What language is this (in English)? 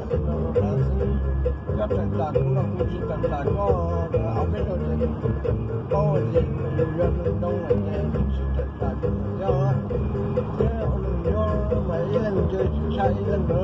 Hmong